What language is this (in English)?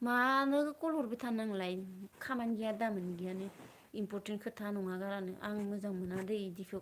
Bodo